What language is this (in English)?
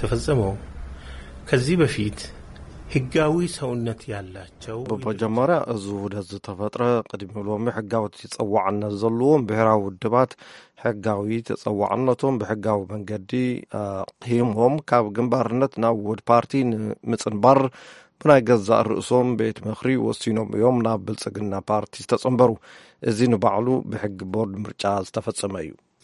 Tigrinya